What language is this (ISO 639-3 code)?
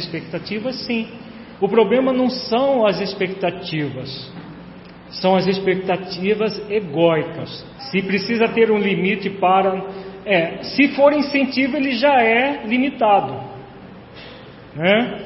por